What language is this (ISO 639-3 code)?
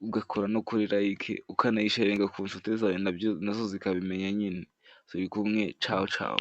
kin